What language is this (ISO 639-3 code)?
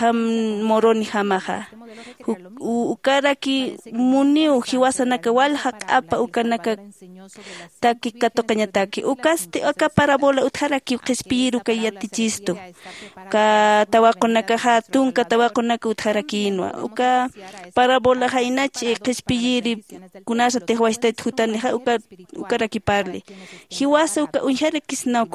aym